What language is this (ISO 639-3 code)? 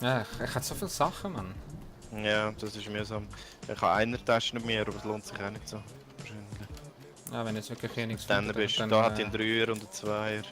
gsw